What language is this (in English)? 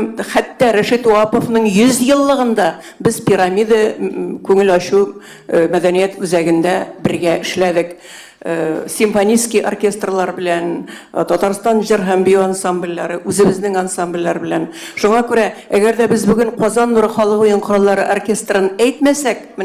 Tatar